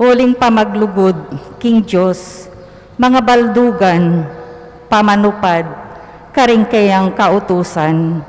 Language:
Pampanga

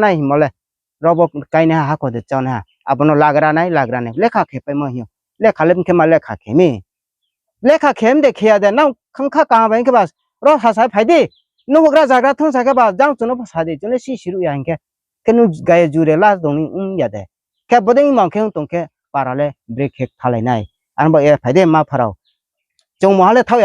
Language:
Riang (India)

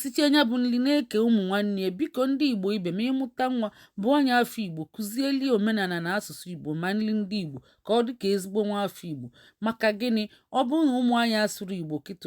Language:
Igbo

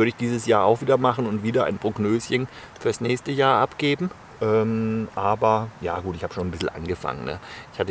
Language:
German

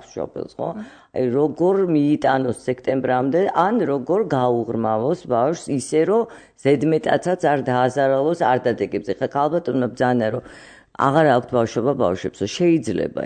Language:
Georgian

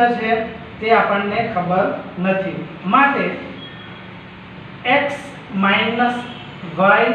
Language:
Gujarati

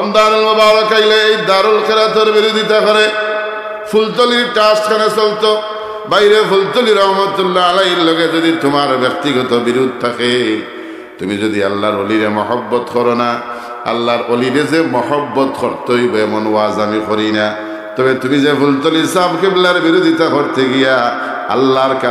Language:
Sylheti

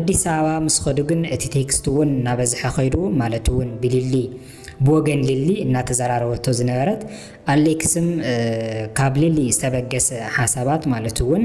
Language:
Tigrinya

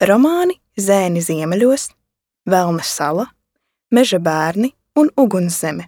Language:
Latvian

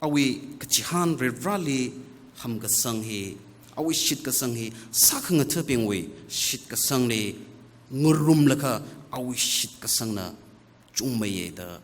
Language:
Tangkhul Naga (India)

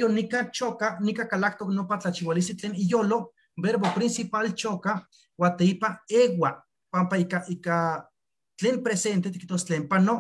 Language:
Eastern Huasteca Nahuatl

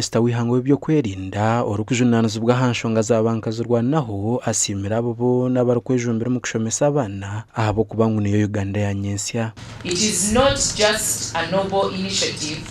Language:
Nyankole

